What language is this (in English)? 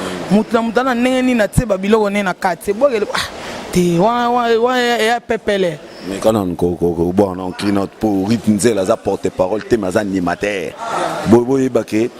Lingala